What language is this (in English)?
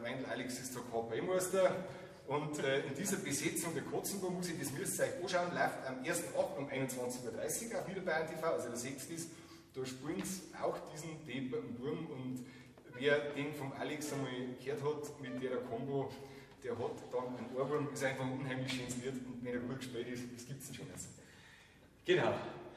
Bavarian